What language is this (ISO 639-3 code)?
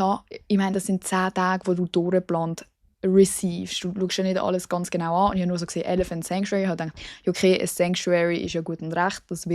gsw